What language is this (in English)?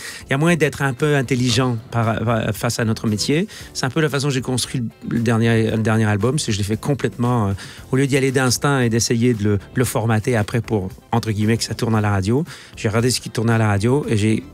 French